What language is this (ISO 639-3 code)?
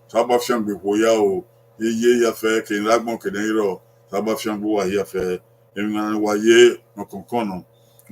bin